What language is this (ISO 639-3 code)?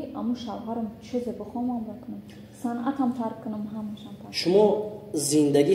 tgk